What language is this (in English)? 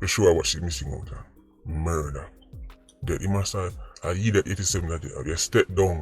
Jamaican Creole English